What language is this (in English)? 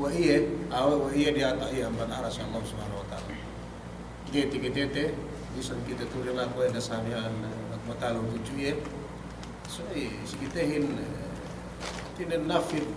Yakan